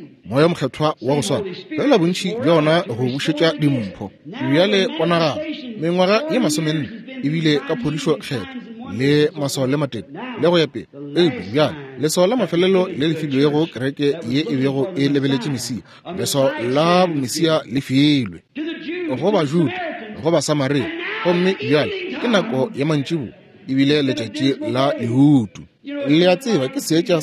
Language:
Northern Sotho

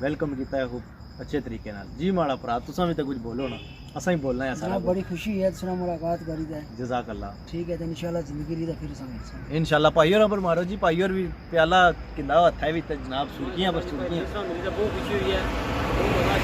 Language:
Pahari-Potwari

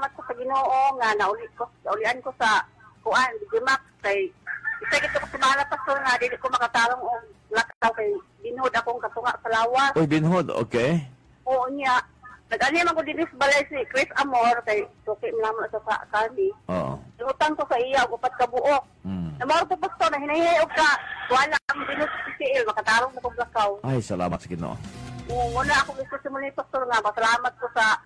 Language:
Cebuano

